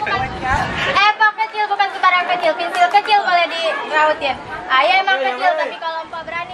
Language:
Betawi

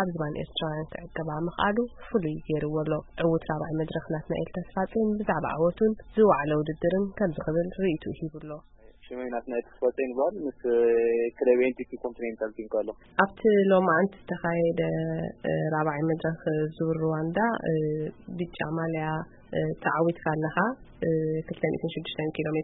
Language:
Tigrinya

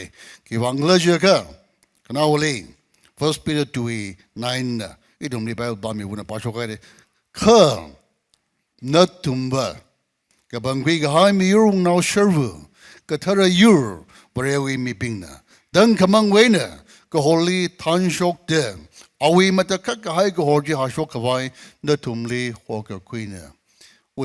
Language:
Tangkhul Naga (India)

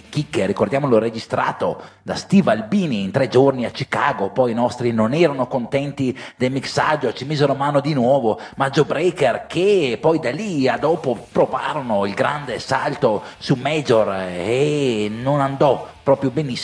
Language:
Italian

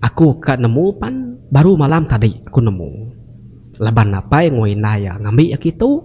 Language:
Iban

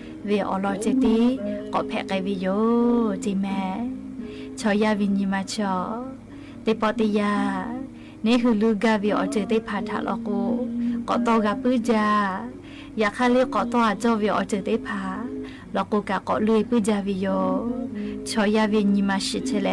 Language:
Lahu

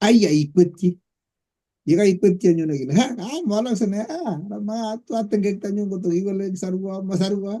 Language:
Kalenjin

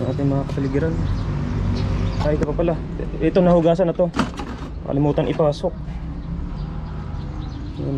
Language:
Filipino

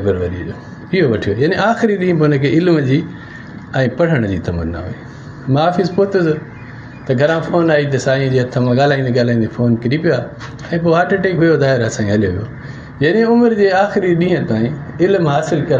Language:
Sindhi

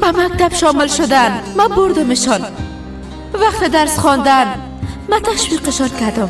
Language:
Persian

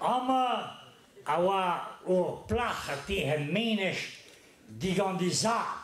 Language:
Breton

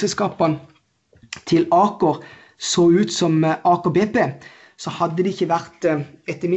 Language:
Norwegian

